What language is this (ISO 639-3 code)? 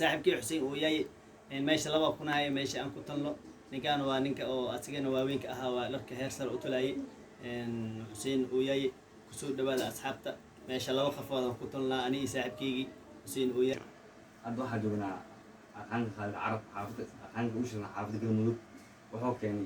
som